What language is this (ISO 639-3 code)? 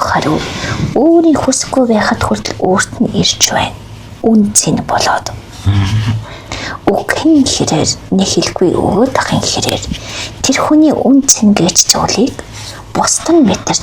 mon